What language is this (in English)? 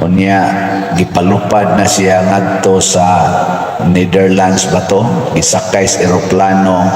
Cebuano